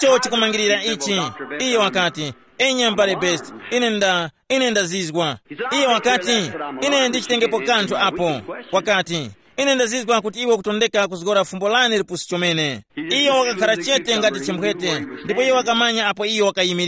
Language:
Tumbuka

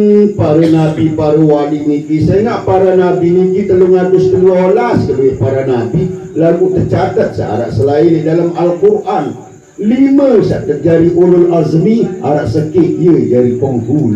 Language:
Sasak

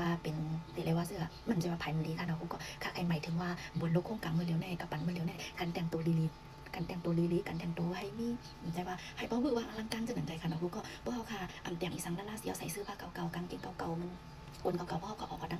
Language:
Shan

